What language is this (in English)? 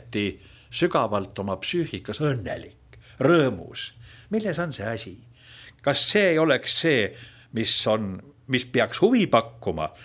Estonian